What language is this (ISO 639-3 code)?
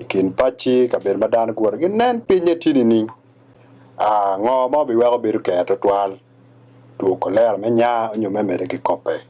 ach